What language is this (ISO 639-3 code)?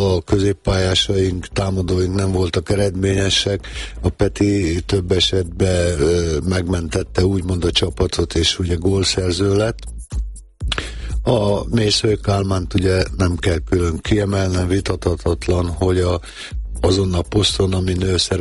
hun